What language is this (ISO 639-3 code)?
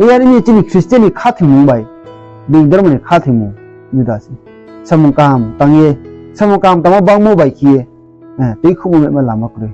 ria